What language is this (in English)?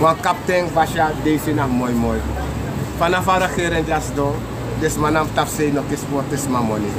Sranan Tongo